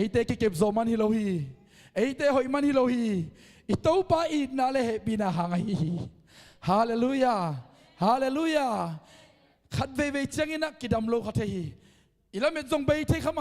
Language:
Tedim Chin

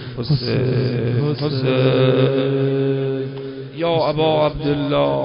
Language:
Persian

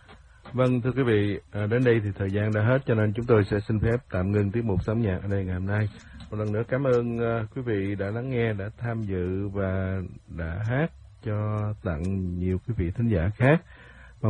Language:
Vietnamese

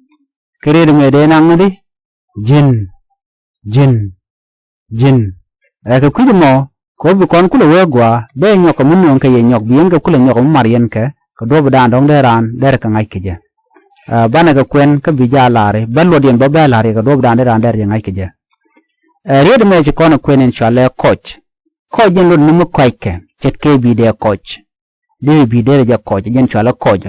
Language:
Nuer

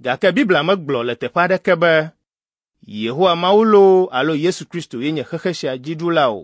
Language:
Ewe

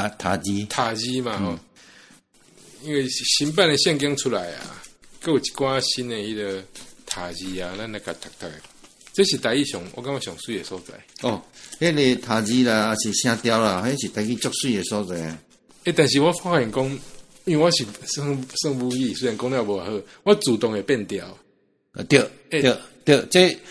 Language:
Min Nan Chinese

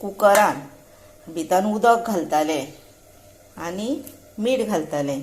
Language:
Konkani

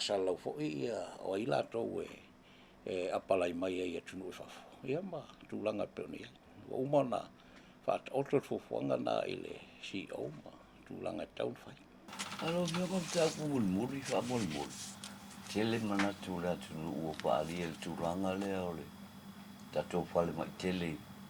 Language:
Samoan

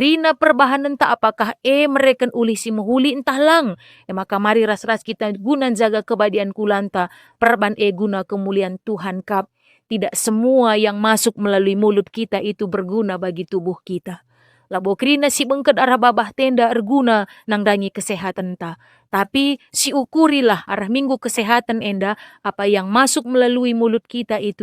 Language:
Batak Karo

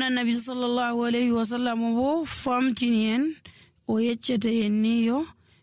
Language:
Nigerian Fulfulde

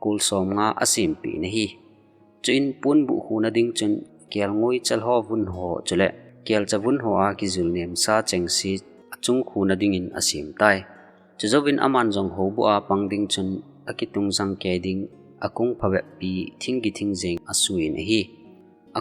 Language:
Thado Chin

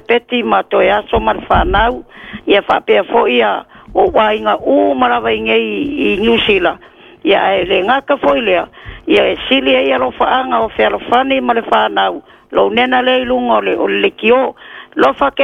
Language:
Samoan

